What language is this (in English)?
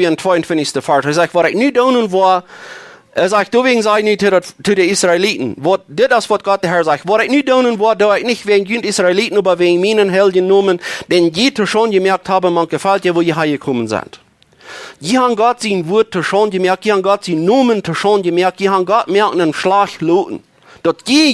Plautdietsch